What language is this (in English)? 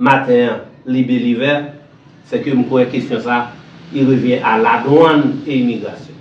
Haitian Creole